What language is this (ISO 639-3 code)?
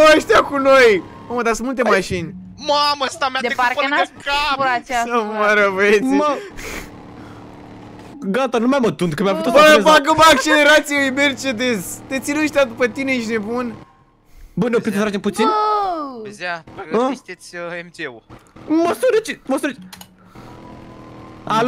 ron